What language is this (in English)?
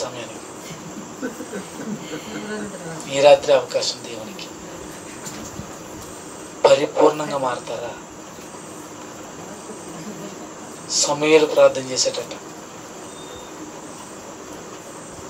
Telugu